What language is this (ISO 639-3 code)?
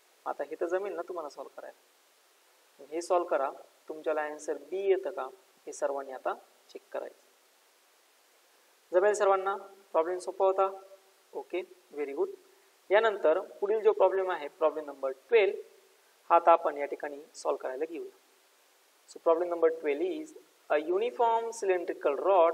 mar